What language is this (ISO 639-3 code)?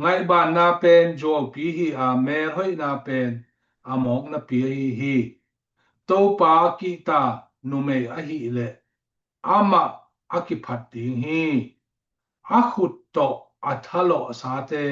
ctd